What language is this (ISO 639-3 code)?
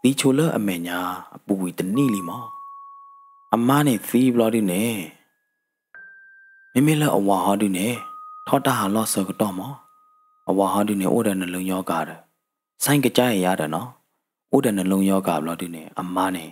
ksw